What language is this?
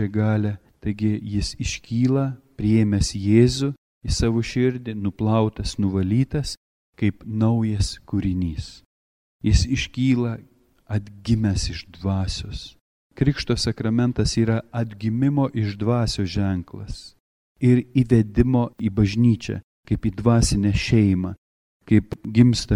Lithuanian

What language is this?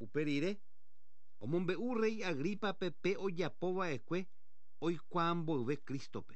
Guarani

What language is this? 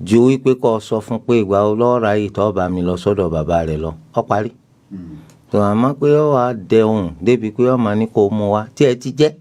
Yoruba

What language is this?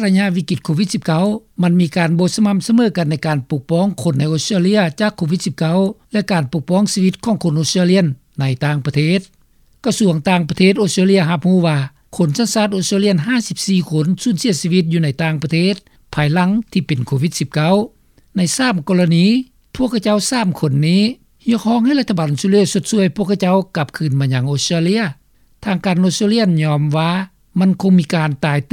Lao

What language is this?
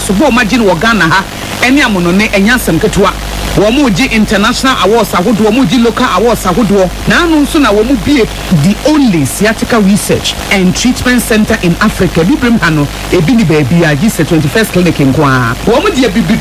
Akan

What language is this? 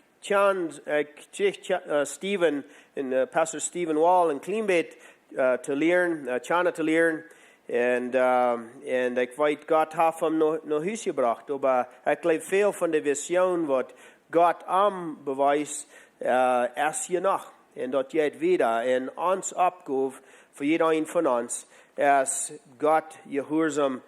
Plautdietsch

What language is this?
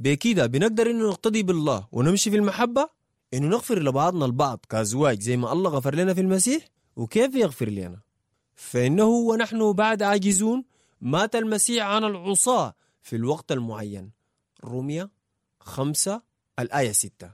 Sudanese Arabic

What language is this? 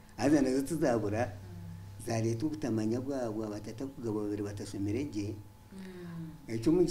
Nyankole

